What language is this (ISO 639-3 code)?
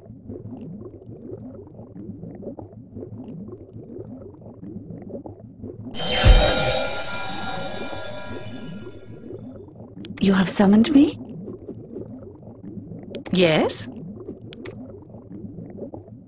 eng